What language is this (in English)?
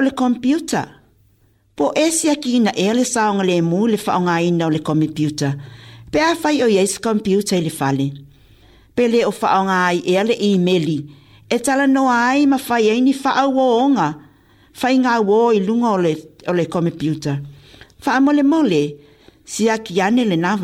Samoan